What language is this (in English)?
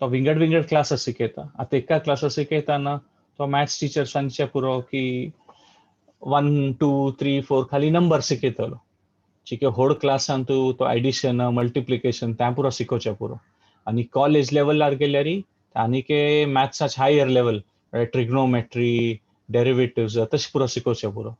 Konkani